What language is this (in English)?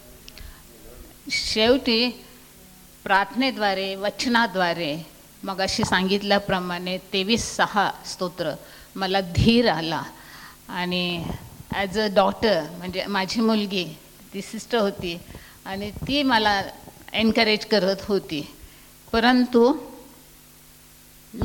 Marathi